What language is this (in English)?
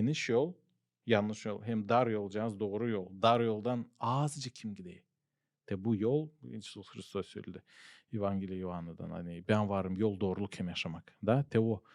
Gagauz